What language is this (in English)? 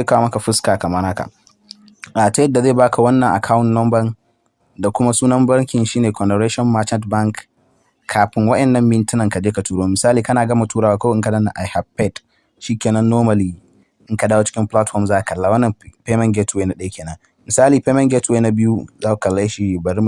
Hausa